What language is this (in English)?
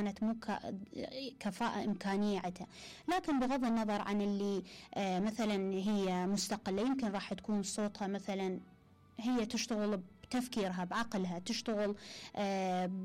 Mesopotamian Arabic